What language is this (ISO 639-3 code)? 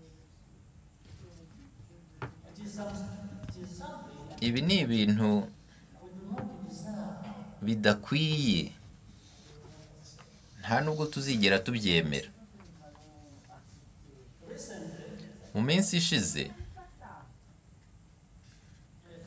kin